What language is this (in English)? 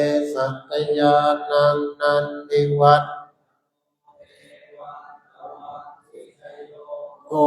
Pali